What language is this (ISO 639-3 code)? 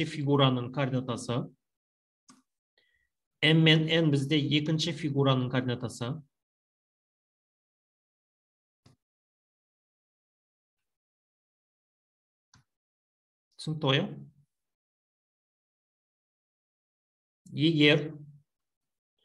kaz